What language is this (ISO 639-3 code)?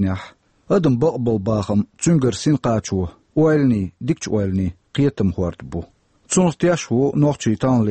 che